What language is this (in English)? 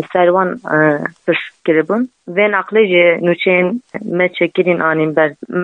Kurdish